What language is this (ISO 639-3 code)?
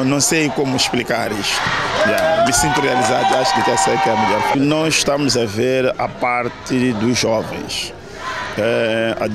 por